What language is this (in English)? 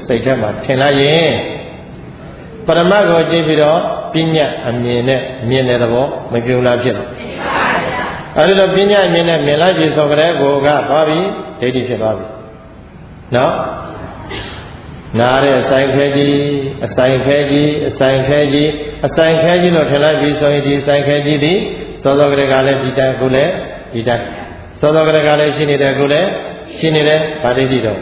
Burmese